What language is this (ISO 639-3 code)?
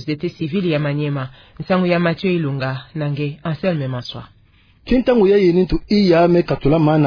ktu